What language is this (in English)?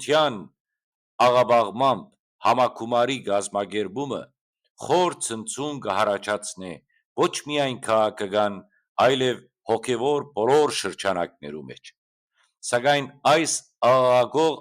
Western Armenian